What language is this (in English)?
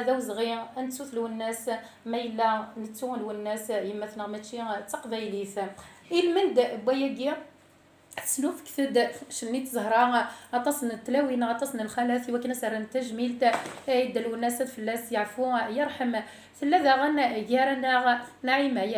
Kabyle